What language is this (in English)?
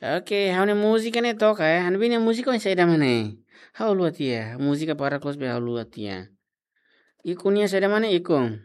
Tetum